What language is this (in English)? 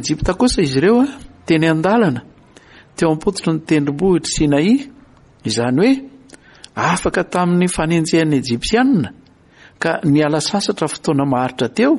Malagasy